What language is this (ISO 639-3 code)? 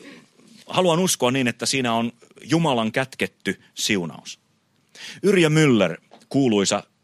fin